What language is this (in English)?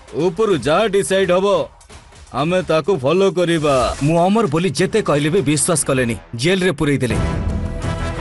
Odia